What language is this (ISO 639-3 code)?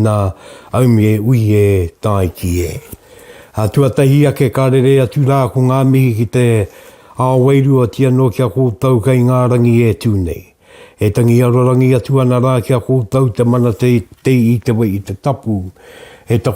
mri